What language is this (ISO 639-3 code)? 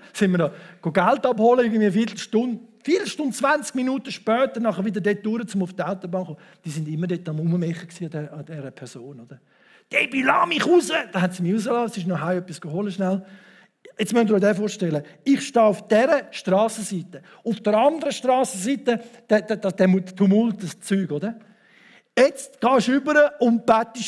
gsw